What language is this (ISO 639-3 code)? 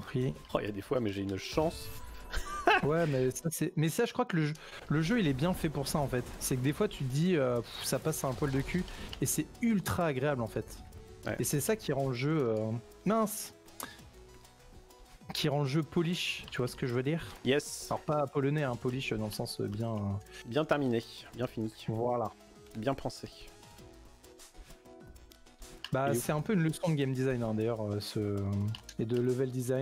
fra